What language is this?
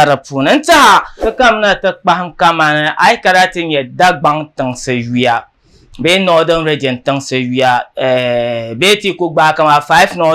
Dagbani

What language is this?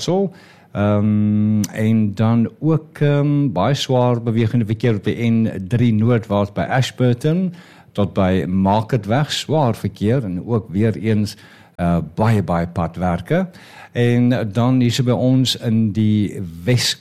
Afrikaans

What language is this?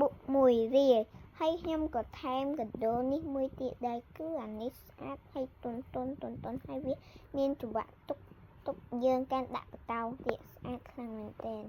Khmer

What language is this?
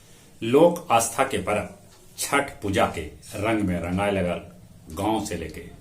Magahi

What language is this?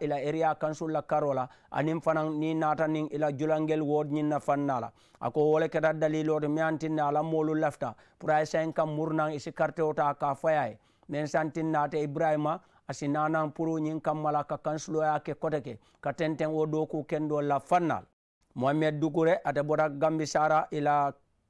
Mandingo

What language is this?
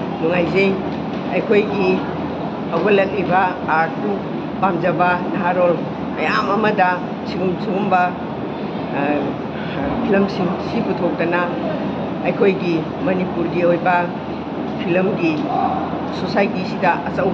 Manipuri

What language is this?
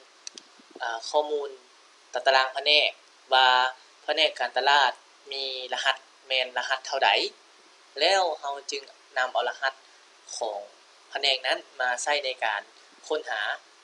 Lao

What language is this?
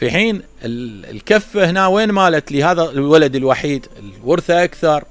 Mesopotamian Arabic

